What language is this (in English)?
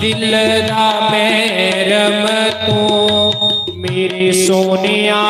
Dogri